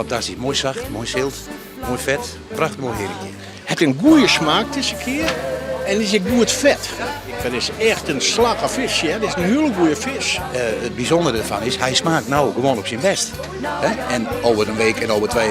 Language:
Western Frisian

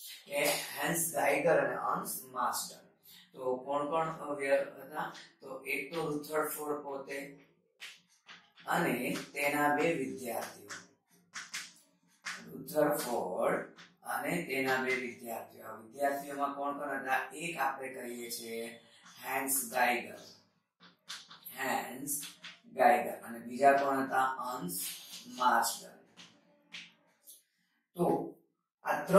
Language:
Gujarati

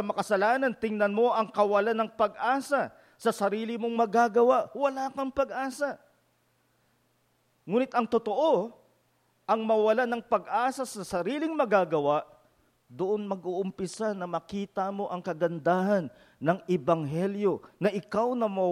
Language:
Filipino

